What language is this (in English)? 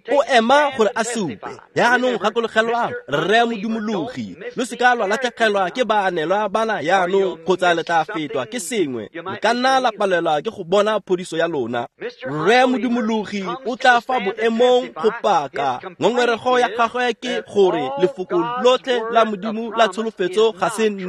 Tswana